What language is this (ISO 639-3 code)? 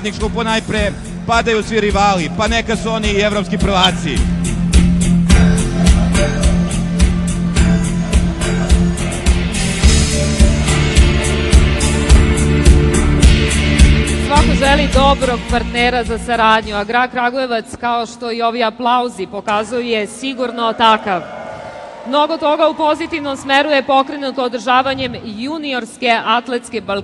srp